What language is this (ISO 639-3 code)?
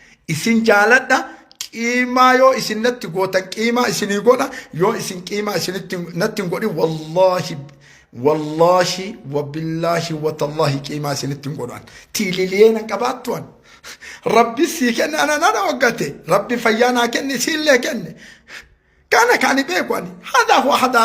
orm